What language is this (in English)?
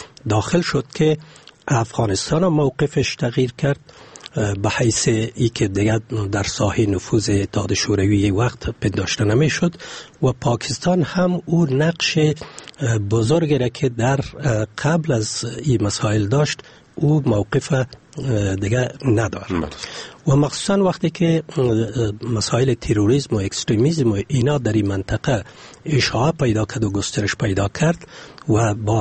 Persian